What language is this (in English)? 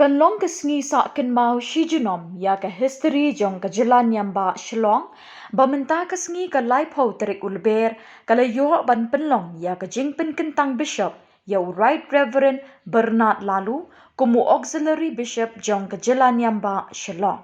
Khasi